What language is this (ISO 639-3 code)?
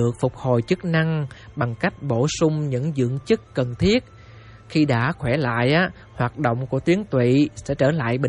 vie